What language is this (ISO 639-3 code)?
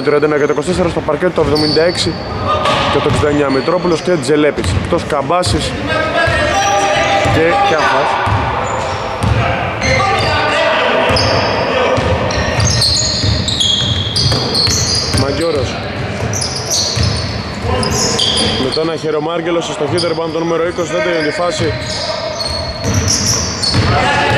ell